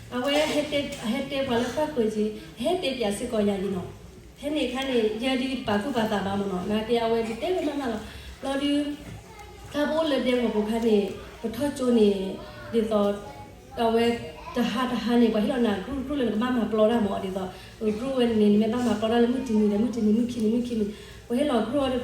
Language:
S'gaw Karen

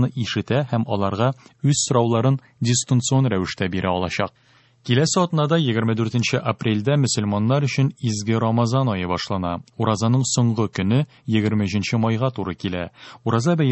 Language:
Tatar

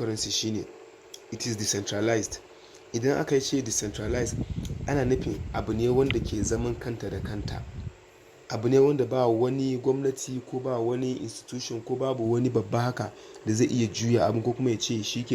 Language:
Hausa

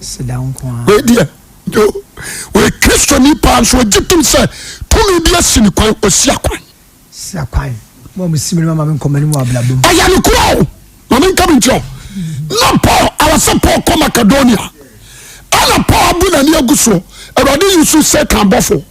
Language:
Akan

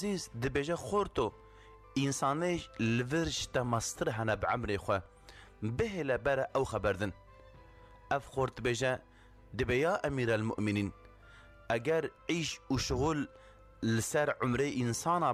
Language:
Kurdish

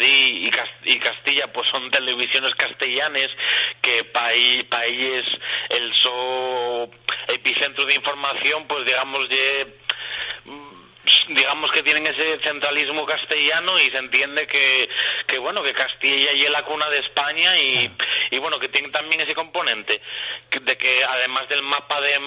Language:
Asturian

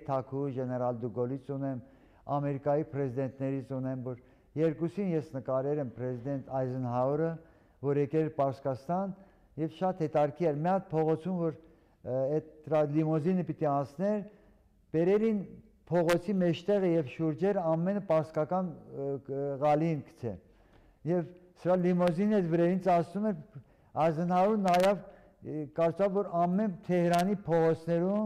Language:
Armenian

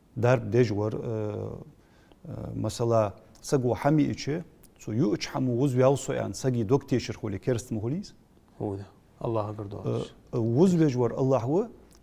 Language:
Ingush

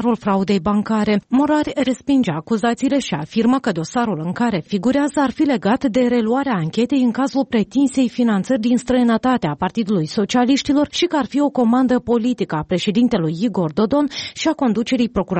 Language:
Romanian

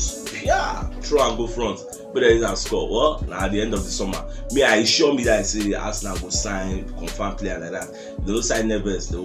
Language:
Nigerian Pidgin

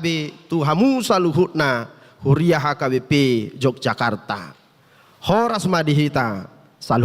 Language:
Batak Toba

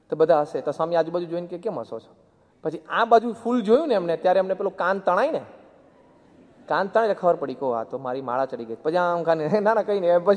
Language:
Gujarati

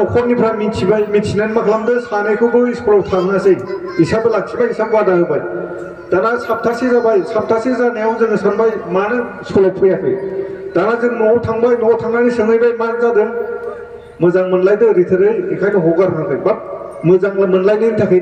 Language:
Bodo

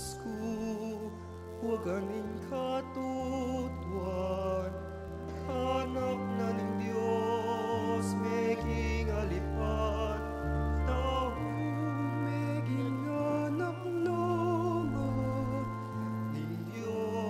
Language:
Pampanga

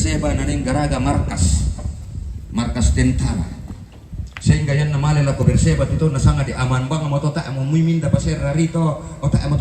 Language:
Toraja-Sa'dan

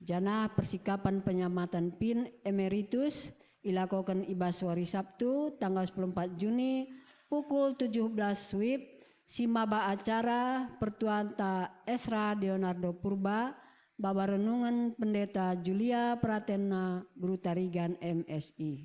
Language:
Batak Karo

